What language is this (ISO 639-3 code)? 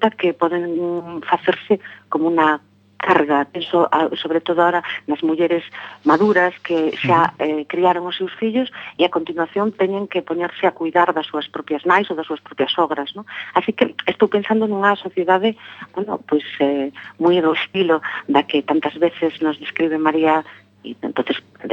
glg